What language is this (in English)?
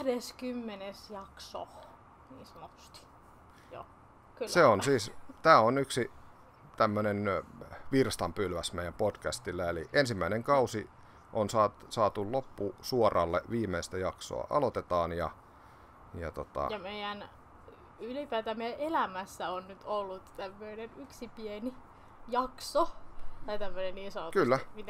Finnish